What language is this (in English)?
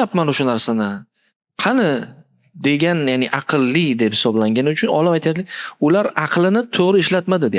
Uzbek